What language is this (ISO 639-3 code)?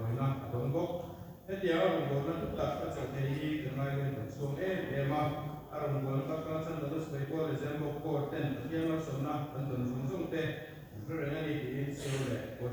lus